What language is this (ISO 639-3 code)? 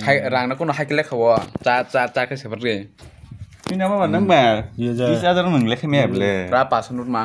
trp